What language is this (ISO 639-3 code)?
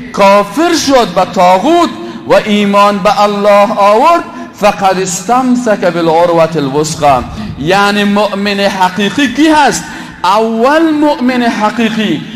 fas